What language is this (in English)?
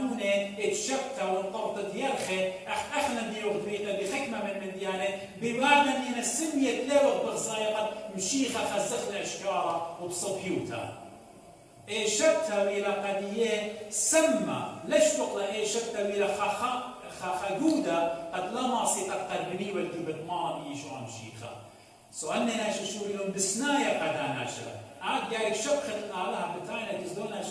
Assyrian Neo-Aramaic